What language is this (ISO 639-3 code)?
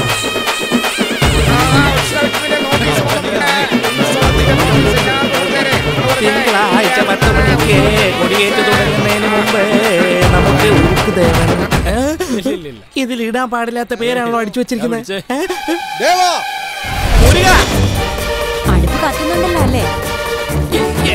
mal